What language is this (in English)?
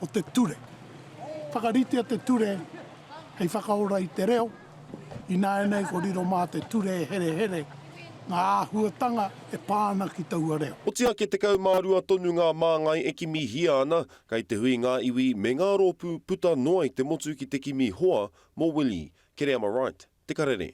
Māori